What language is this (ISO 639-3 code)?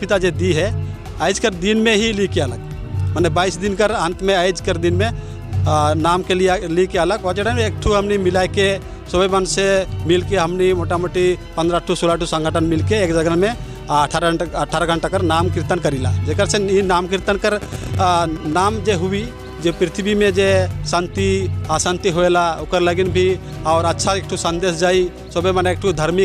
sck